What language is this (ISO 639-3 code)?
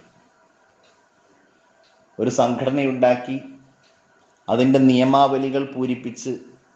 mal